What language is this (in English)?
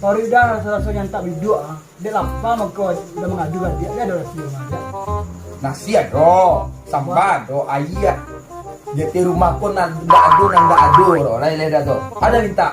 Minangkabau